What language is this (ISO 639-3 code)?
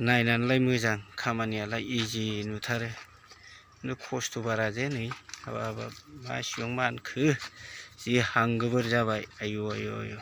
brx